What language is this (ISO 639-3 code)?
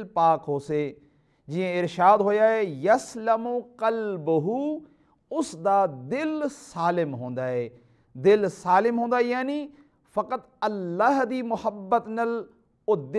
skr